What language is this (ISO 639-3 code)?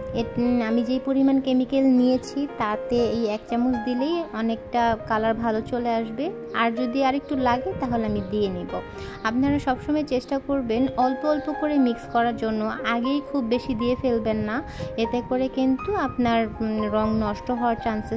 ben